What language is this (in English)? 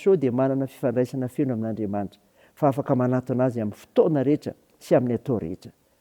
Malagasy